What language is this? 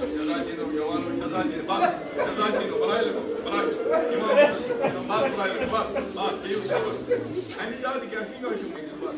Kashmiri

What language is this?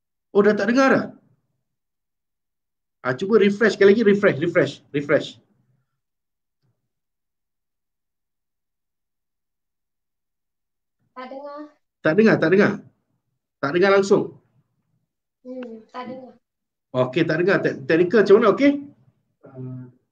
Malay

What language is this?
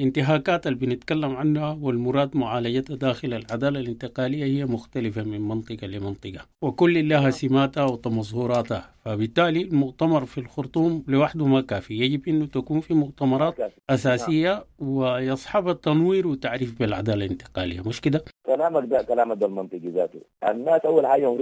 Sudanese Arabic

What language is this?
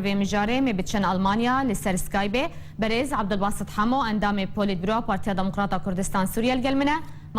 Kurdish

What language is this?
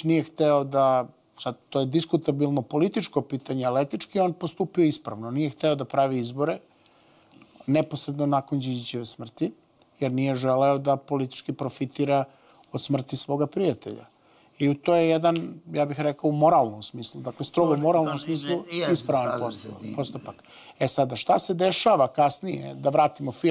Serbian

